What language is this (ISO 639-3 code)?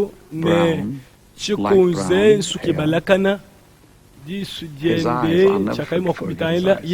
lua